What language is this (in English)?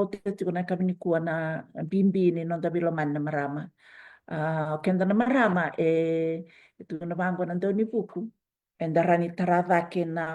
Fijian